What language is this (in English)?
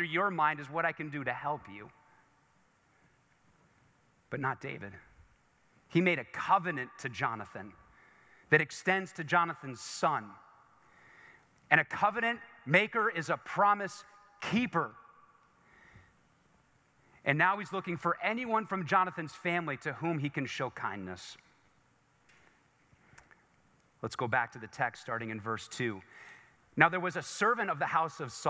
English